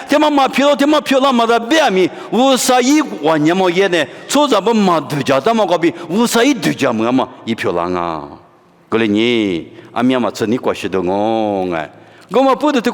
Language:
Lisu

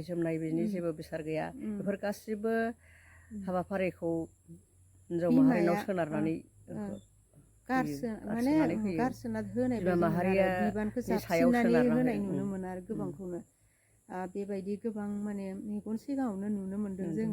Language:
Bodo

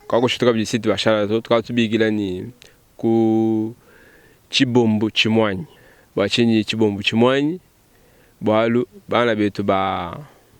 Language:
Luba-Lulua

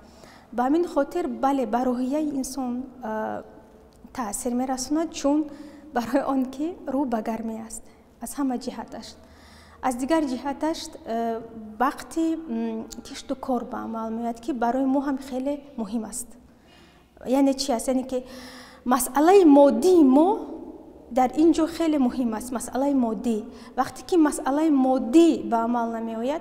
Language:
Tajik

